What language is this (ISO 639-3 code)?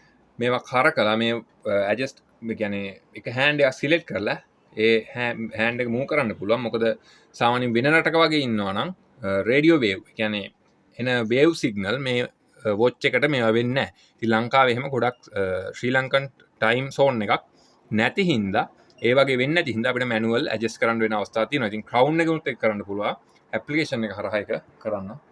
sin